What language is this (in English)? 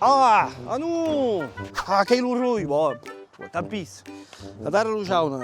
Occitan